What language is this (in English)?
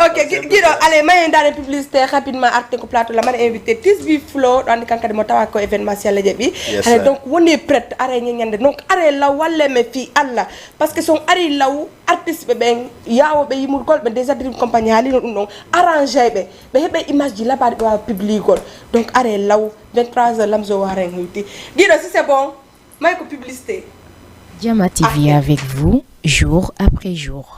Fula